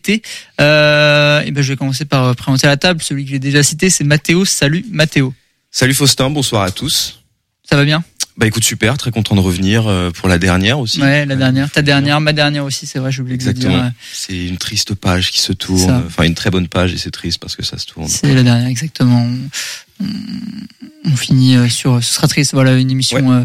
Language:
French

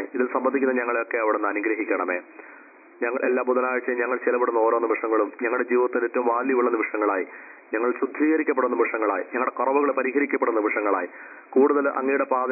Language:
Malayalam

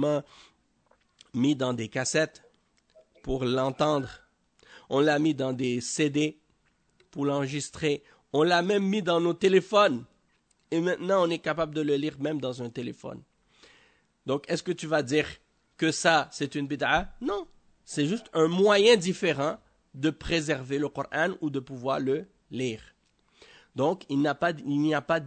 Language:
French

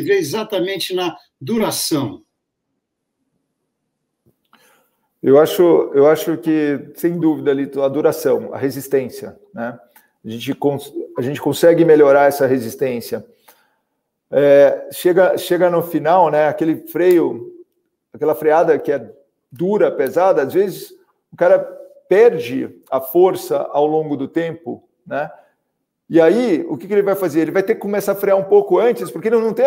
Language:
Portuguese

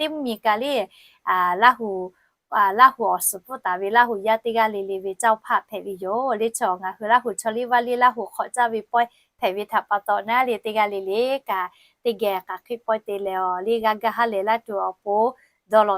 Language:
Lahu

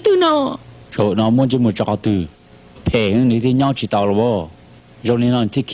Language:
Hmong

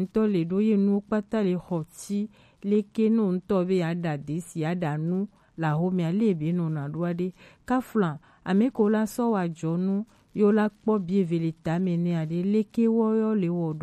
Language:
Gen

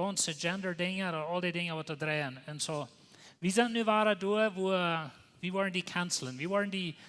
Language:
Plautdietsch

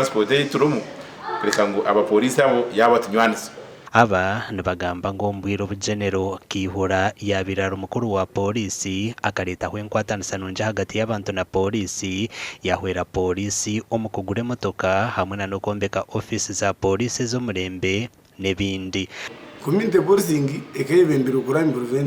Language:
Nyankole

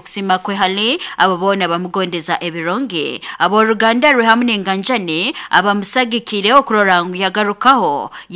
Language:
Nyoro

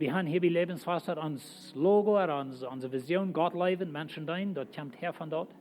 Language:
Plautdietsch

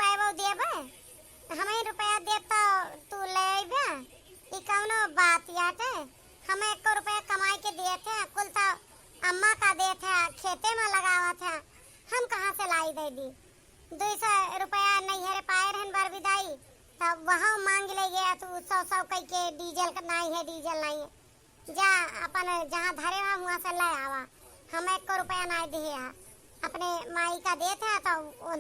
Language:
Awadhi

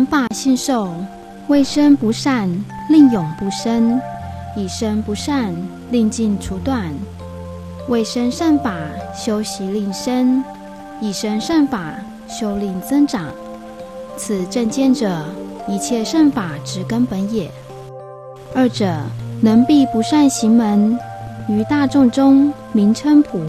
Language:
Chinese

